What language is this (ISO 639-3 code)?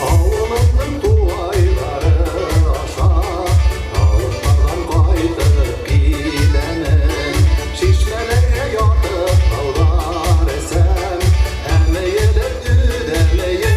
bak